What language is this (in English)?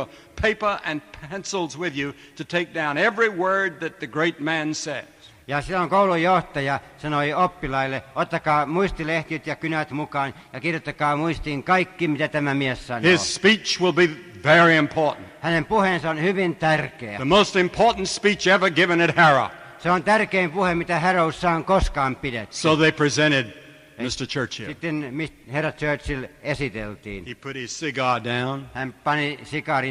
Finnish